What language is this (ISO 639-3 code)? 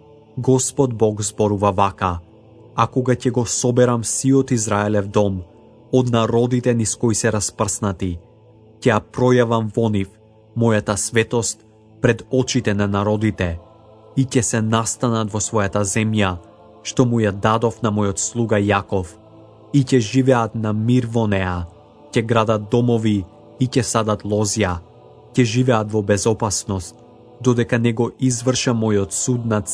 mkd